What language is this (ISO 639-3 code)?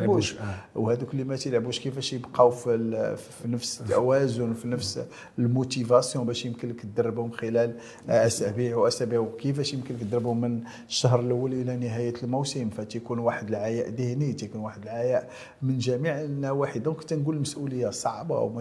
ary